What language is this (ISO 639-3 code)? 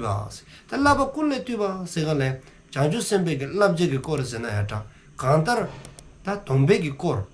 dzo